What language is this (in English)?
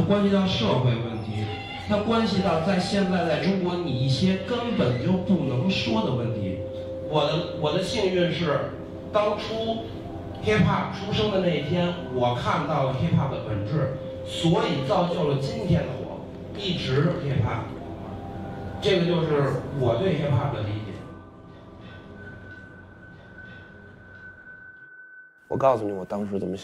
Chinese